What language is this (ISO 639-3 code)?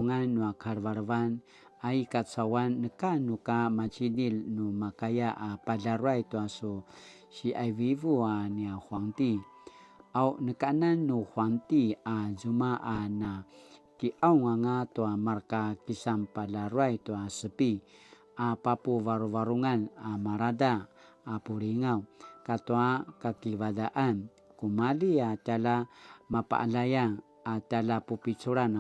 pwn